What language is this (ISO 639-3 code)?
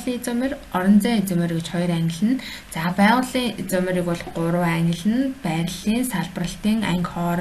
mon